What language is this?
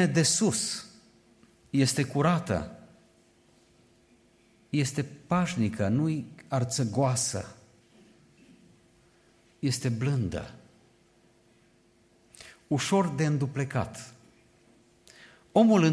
Romanian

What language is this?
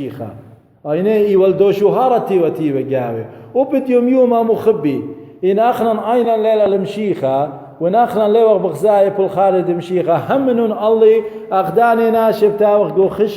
Assyrian Neo-Aramaic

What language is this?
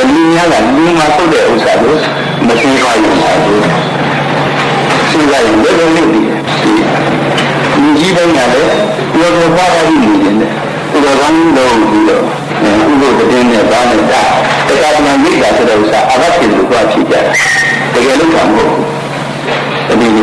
Burmese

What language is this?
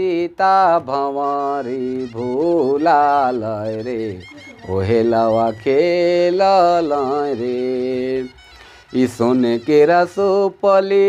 Sadri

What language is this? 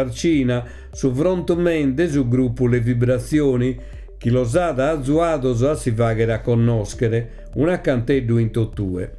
Sardinian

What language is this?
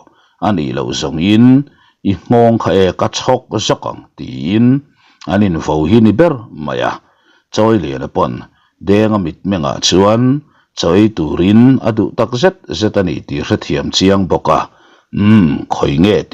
Mizo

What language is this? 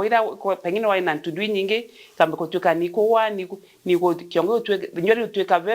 Meru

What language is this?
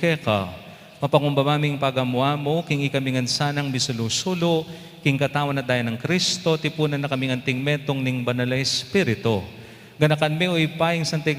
Pampanga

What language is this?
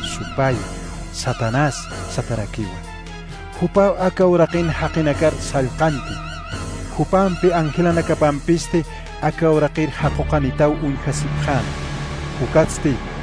Aymara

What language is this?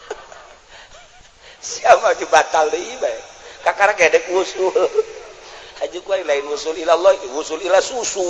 Sundanese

